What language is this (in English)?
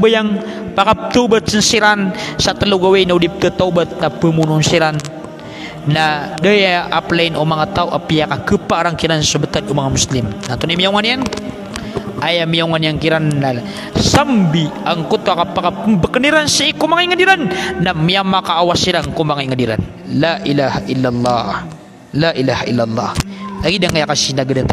Maranao